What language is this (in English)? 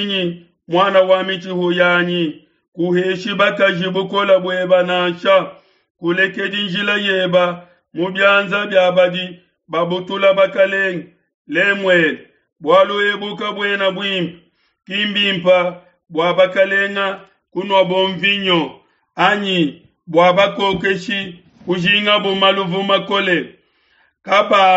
Luba-Lulua